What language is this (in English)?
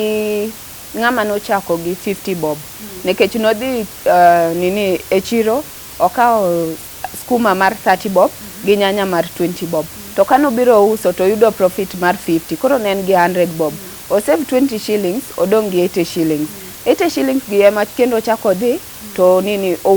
Luo (Kenya and Tanzania)